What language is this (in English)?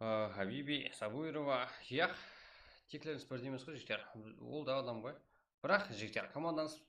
Kara-Kalpak